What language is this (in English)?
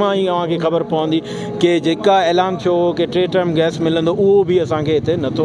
Sindhi